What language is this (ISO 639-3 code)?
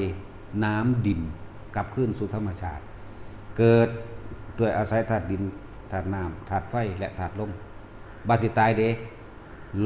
lao